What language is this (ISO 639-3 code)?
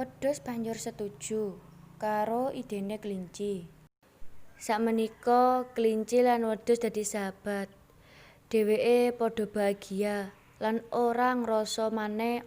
jav